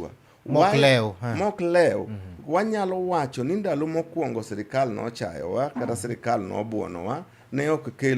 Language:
Luo (Kenya and Tanzania)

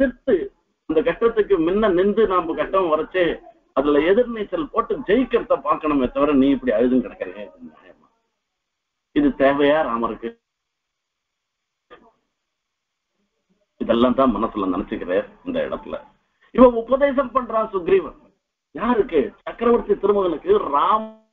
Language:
Tamil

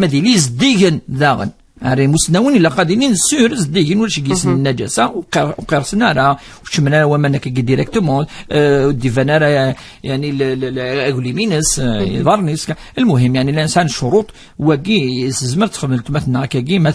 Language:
Kabyle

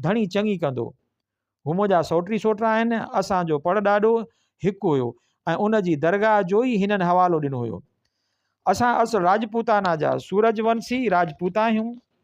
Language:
Sindhi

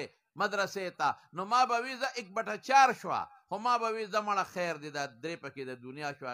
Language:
Pashto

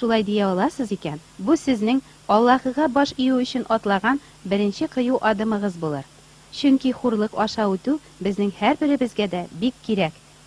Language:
Tatar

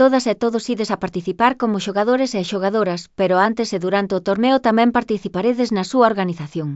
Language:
Galician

